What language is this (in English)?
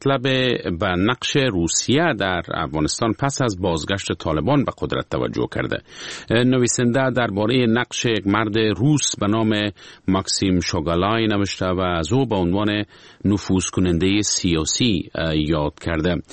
Persian